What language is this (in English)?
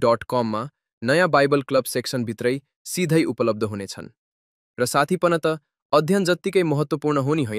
Nepali